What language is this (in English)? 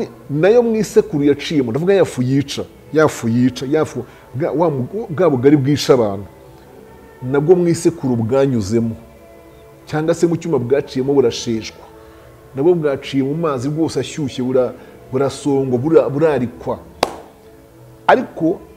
Kinyarwanda